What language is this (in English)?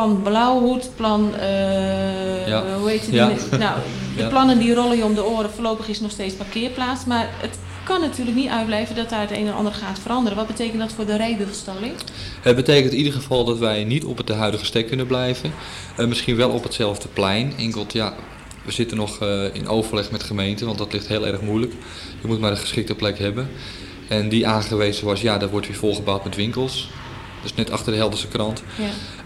Dutch